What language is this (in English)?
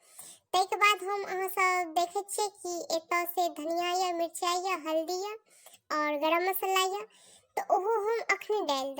Maithili